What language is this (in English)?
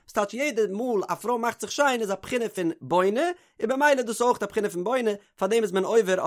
Yiddish